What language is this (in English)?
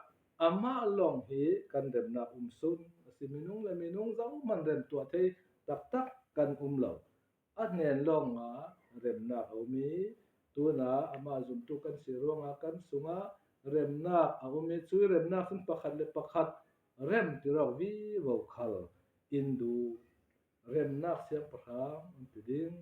Falam Chin